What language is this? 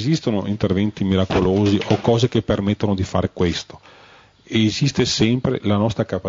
Italian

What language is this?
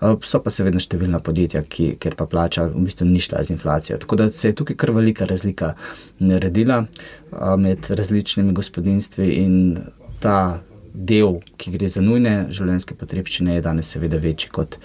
Slovenian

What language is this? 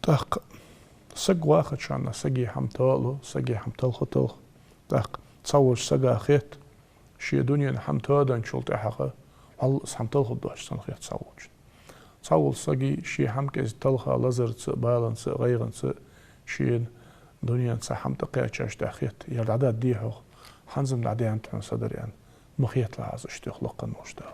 Ingush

